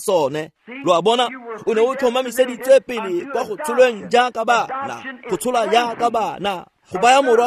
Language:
Tswana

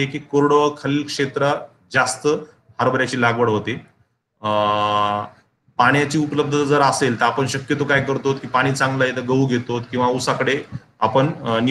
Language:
Marathi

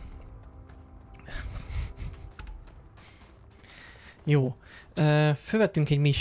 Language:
Hungarian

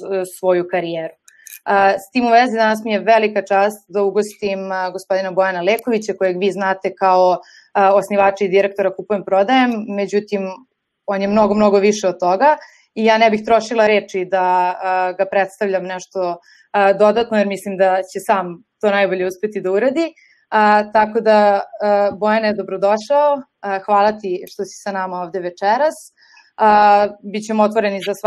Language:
Serbian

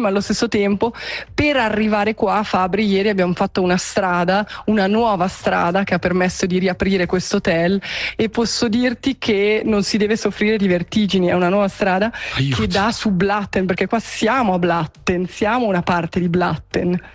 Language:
Italian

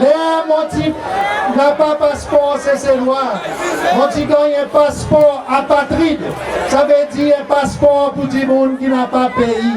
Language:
Seselwa Creole French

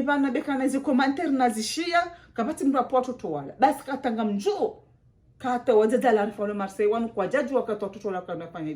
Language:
Ngazidja Comorian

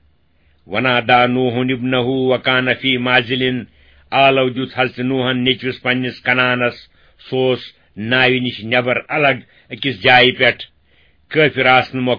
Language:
Kashmiri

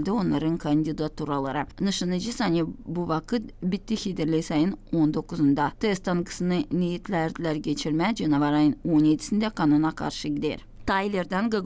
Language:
Gagauz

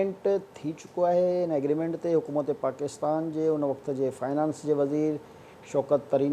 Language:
Sindhi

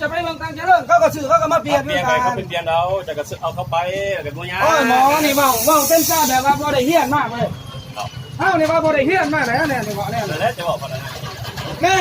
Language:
Lao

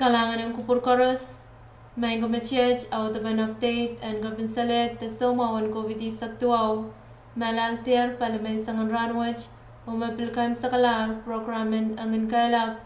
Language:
Pohnpeian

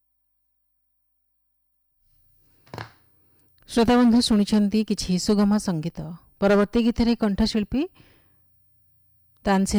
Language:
Odia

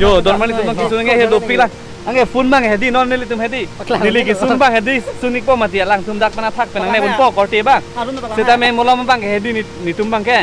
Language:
Karbi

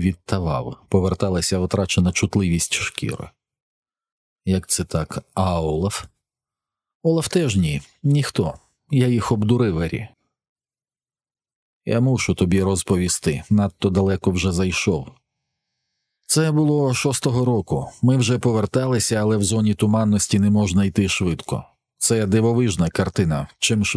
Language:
Ukrainian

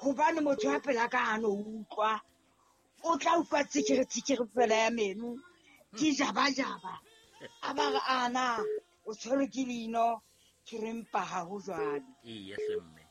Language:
Southern Sotho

